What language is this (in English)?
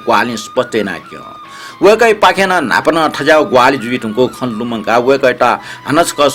Newari